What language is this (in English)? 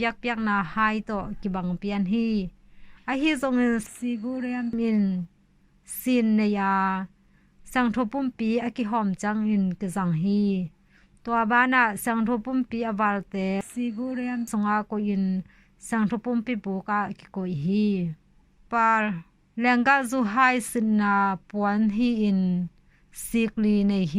Tedim Chin